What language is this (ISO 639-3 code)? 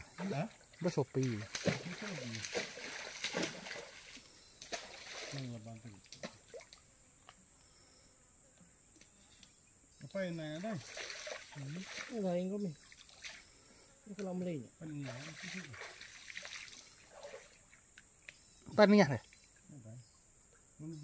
msa